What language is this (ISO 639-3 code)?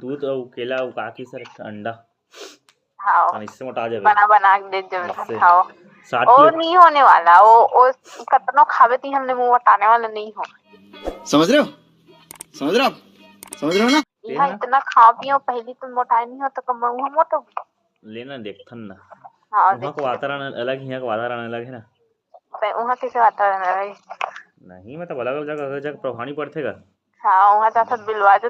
hne